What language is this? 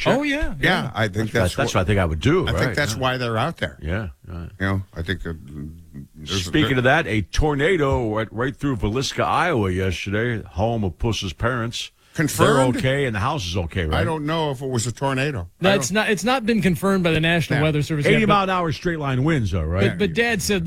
English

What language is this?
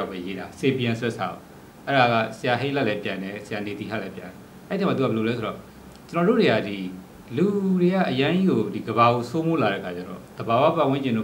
Burmese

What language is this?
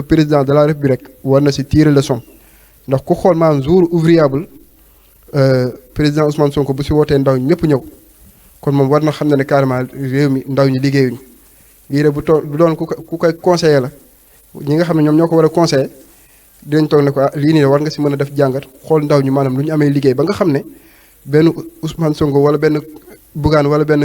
Wolof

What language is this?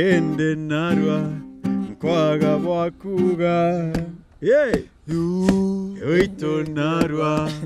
Meru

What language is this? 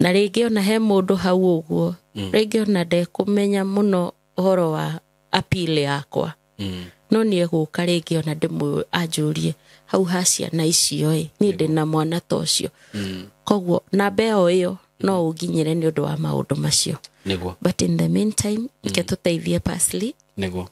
Kikuyu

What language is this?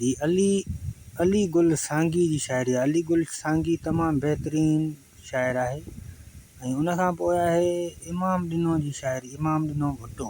Sindhi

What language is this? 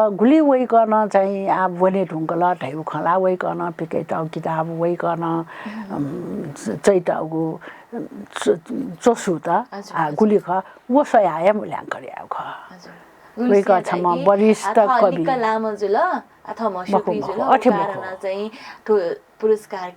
Newari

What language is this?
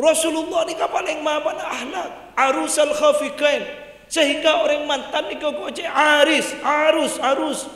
Madurese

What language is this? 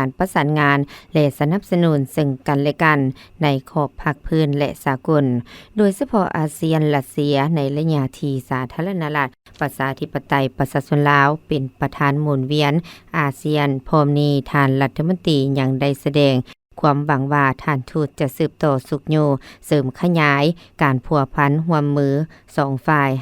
Lao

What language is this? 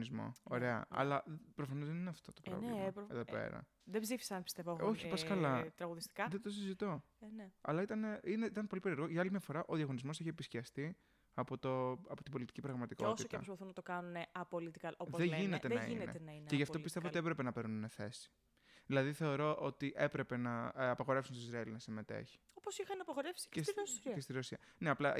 Greek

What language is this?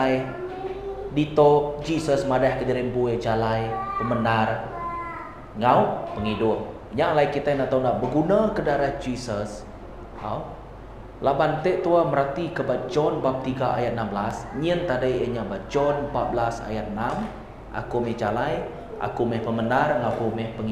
Iban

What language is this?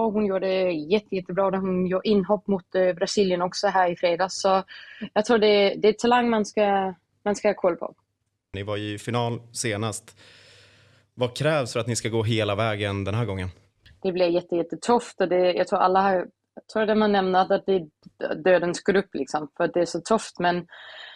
Swedish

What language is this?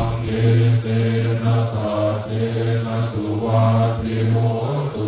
Pali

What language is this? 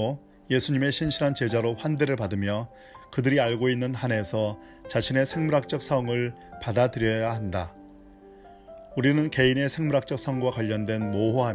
Korean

